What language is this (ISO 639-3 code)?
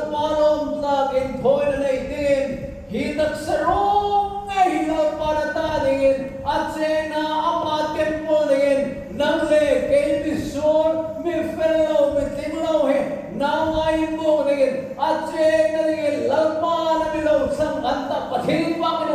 hmr